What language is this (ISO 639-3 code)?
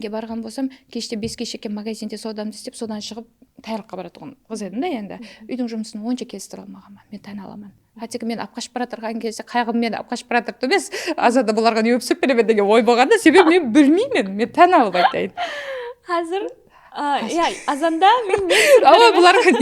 kaa